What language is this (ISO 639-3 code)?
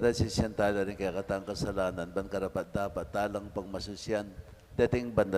pam